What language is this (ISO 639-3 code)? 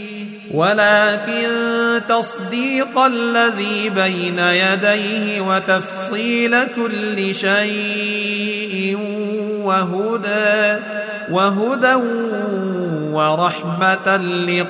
ara